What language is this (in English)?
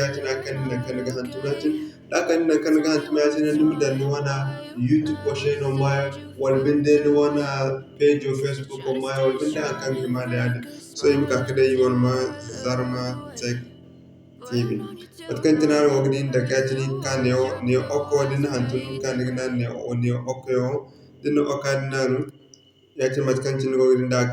Zarma